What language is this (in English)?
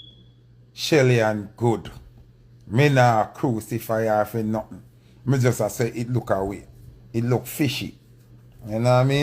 Jamaican Creole English